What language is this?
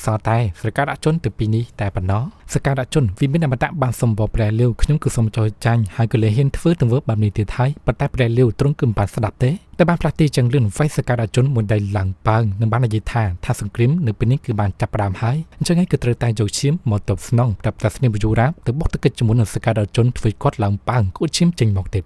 Khmer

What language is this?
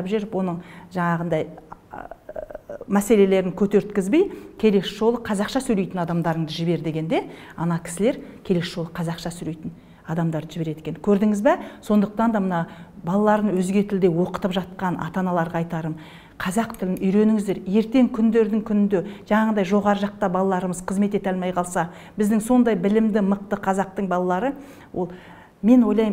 Kazakh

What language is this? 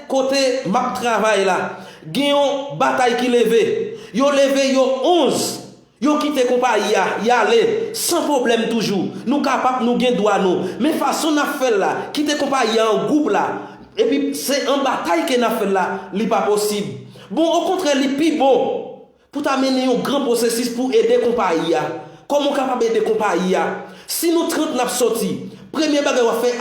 Haitian Creole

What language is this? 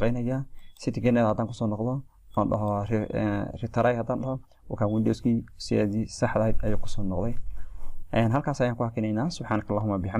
Somali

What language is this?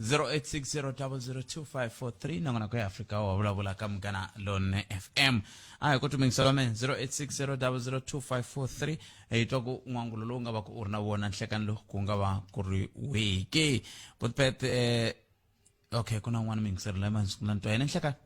Tsonga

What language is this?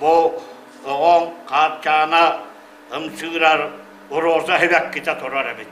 Yakut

